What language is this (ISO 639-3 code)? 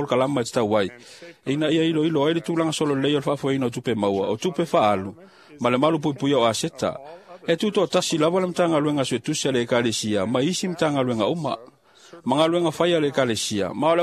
smo